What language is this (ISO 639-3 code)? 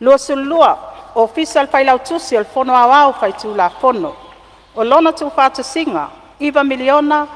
smo